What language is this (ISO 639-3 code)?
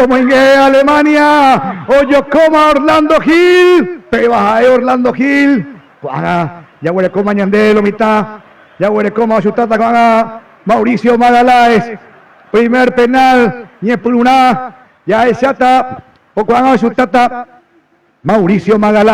grn